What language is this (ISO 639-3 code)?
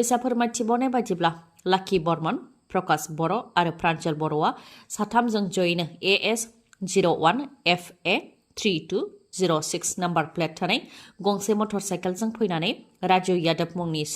brx